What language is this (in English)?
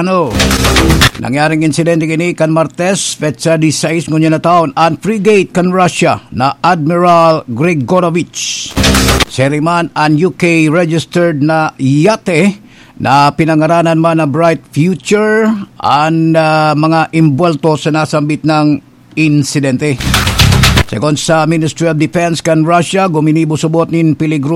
Bikol